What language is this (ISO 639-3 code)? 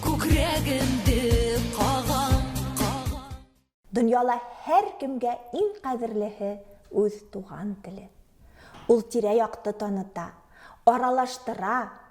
bak